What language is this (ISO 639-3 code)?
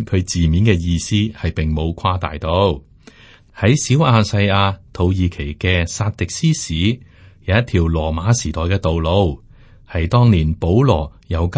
yue